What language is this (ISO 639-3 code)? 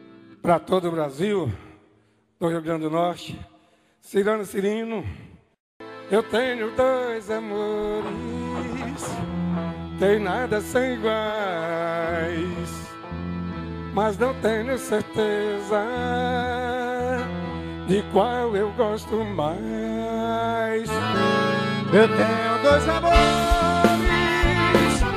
por